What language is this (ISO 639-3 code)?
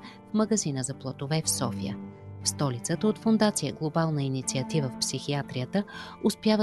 bul